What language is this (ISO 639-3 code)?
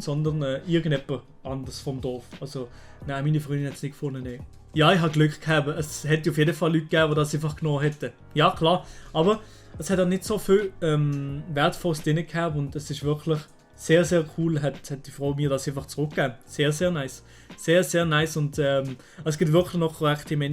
gsw